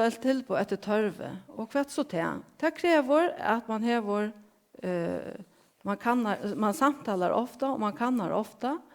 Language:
Faroese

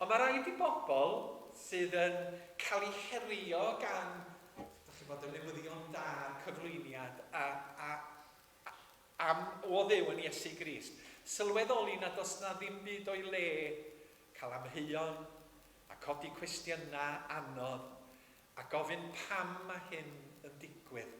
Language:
Welsh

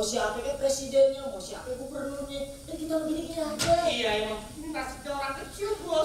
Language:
Betawi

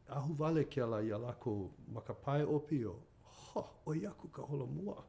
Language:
Hawaiian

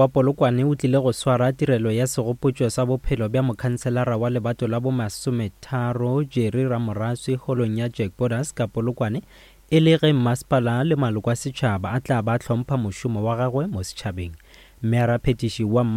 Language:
Northern Sotho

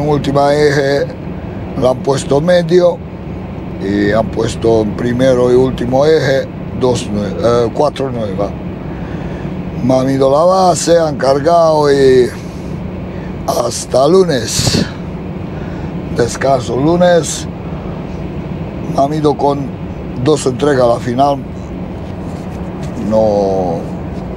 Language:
Spanish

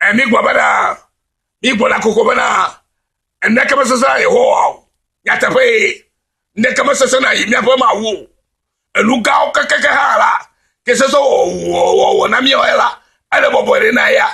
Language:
Ewe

